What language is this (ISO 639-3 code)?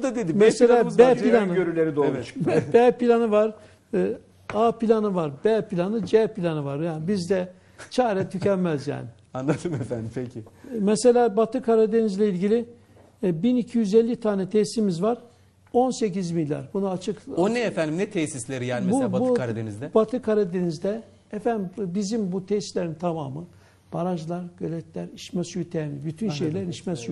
tur